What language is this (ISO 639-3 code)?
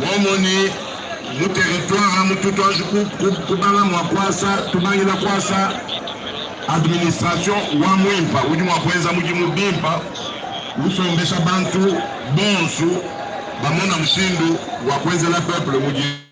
lua